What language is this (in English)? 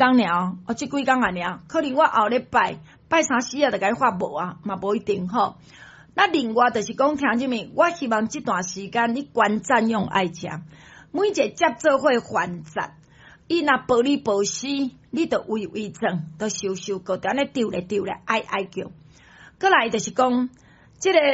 Min Nan Chinese